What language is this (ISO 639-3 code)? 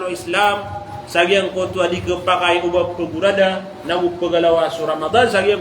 mrw